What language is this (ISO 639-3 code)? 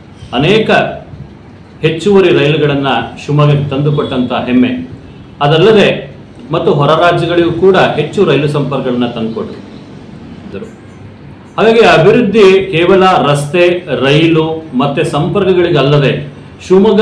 kan